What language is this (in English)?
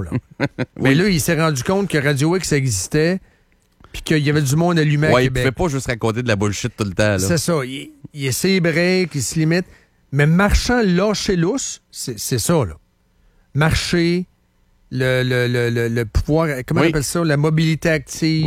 French